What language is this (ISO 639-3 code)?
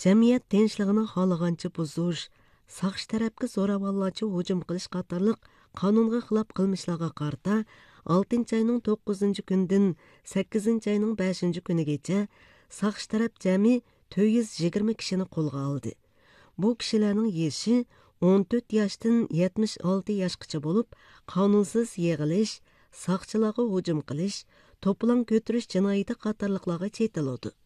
uig